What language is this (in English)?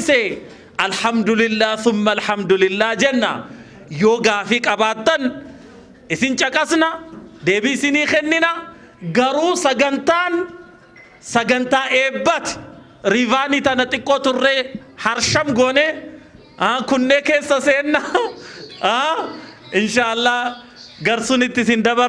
Oromo